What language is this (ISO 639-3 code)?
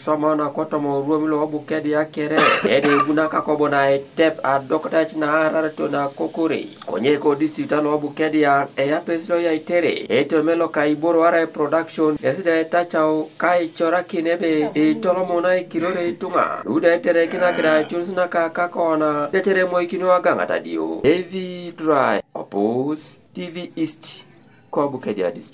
teo